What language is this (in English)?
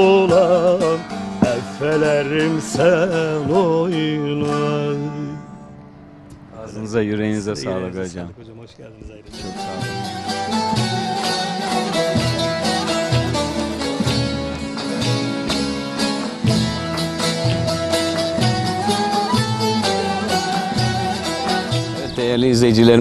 Turkish